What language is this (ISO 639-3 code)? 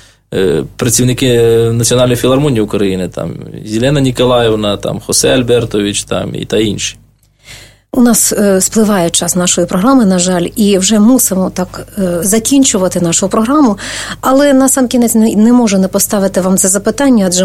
ukr